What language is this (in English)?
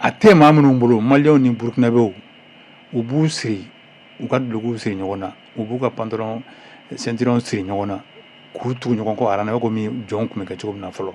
Bambara